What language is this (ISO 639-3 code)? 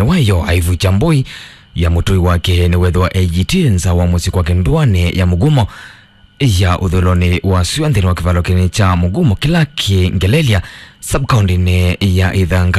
kam